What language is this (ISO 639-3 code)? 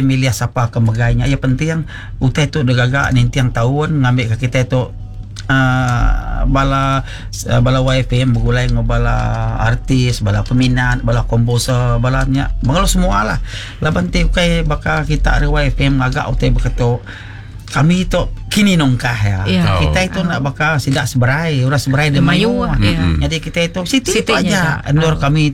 iba